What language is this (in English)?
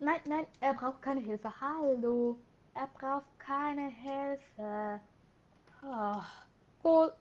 Swiss German